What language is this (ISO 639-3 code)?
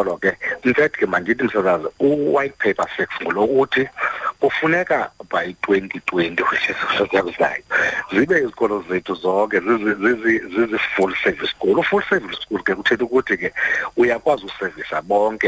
xho